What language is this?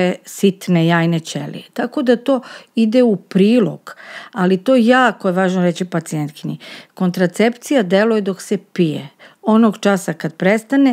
Serbian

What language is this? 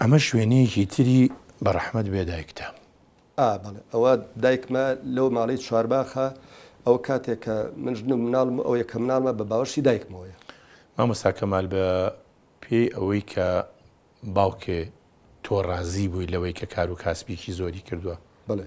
Central Kurdish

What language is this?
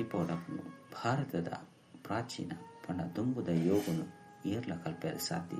Tulu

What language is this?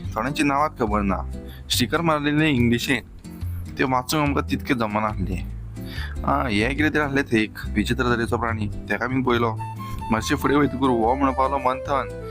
Konkani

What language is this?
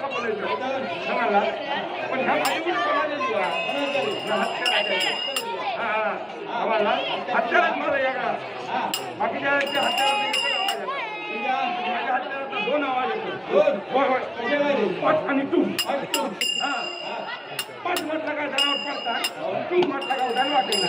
Marathi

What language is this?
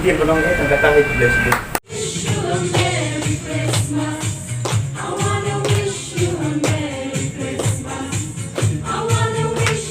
Khasi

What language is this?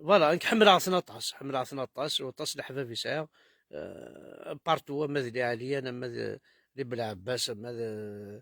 Kabyle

